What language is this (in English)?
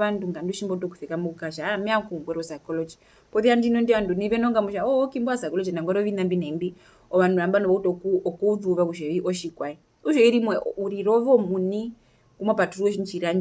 Herero